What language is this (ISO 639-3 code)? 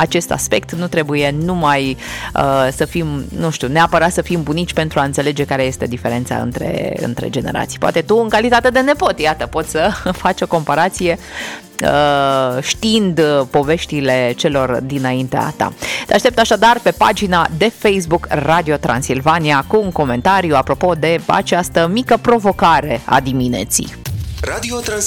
ron